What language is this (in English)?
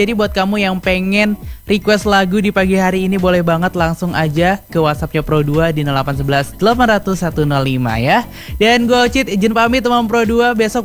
Indonesian